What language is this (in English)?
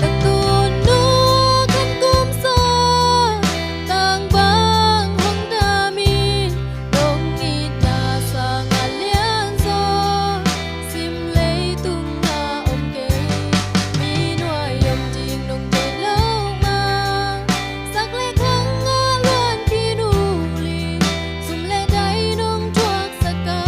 Tedim Chin